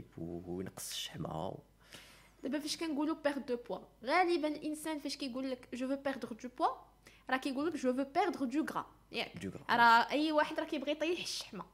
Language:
Moroccan Arabic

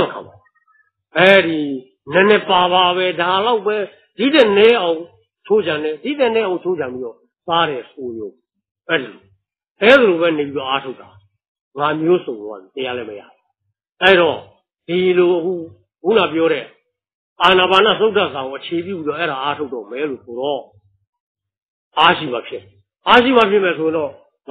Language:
Burmese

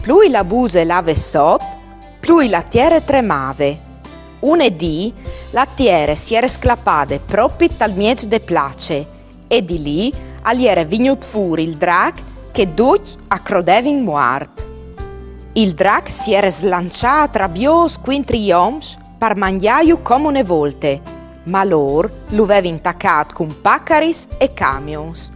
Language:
Friulian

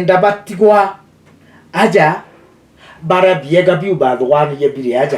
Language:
Meru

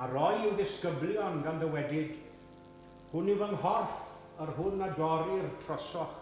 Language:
Welsh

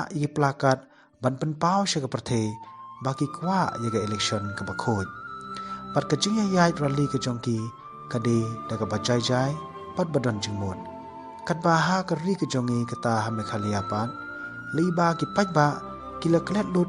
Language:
Khasi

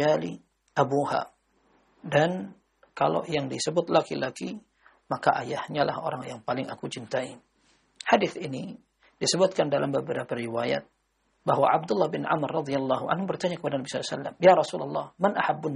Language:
Indonesian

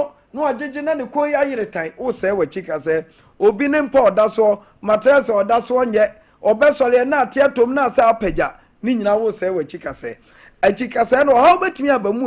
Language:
Akan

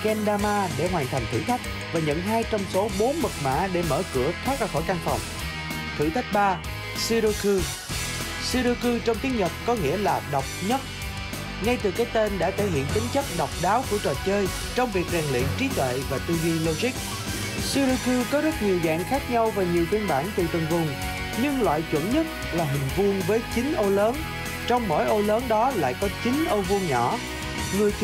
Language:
Vietnamese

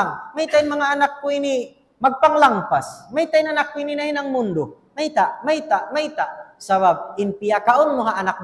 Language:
Tausug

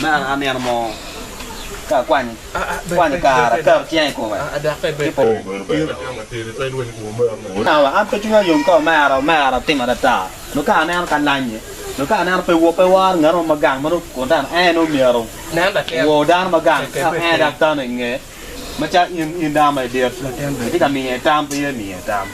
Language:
Acoli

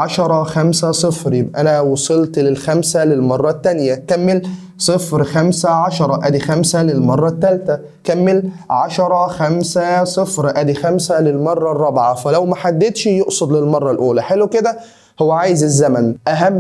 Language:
Egyptian Arabic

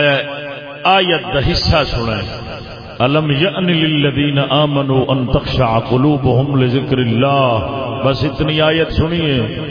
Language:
Saraiki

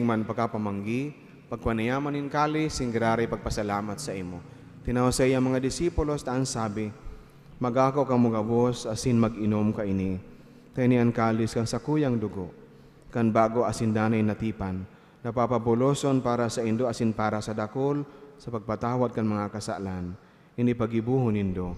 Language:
Bikol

